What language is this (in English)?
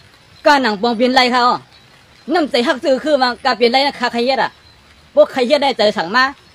Shan